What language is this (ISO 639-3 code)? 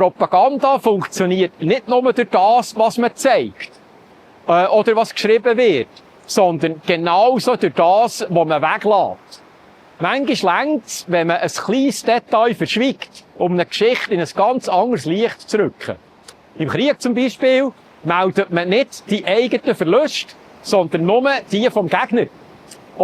gsw